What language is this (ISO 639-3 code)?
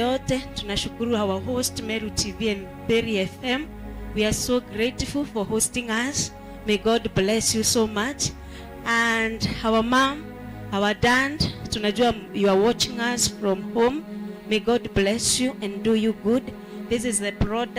mer